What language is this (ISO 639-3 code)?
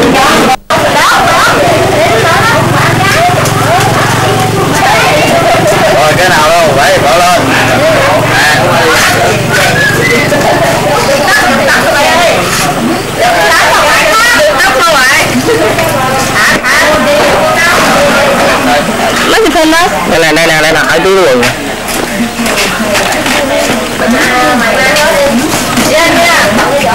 vie